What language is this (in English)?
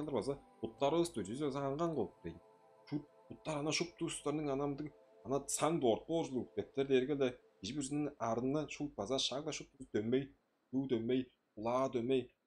Tuvinian